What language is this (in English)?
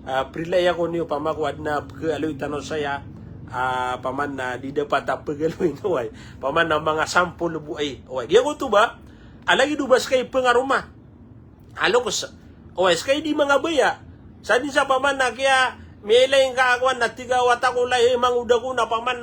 Maranao